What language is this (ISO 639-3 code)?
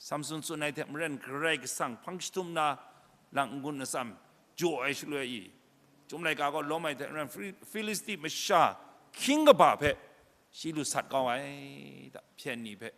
kac